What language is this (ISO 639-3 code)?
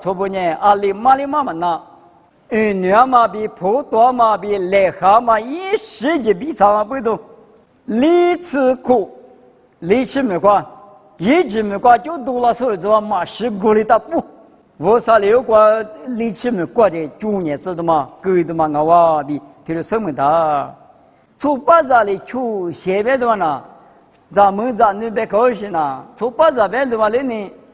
lis